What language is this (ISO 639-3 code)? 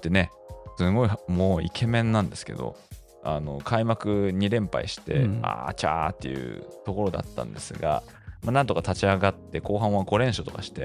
jpn